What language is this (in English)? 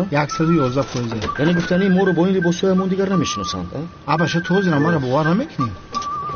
Tajik